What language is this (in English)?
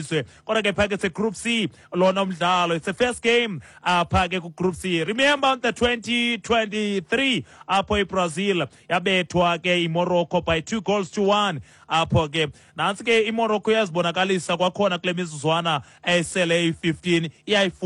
Xhosa